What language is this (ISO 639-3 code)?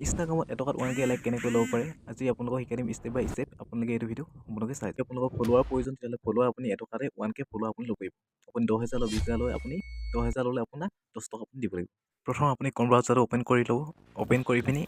asm